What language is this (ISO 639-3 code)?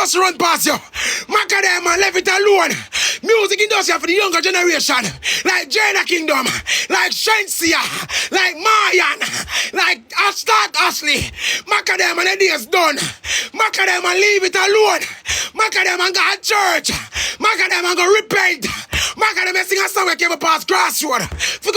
jam